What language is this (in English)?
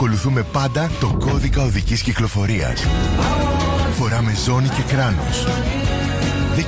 Greek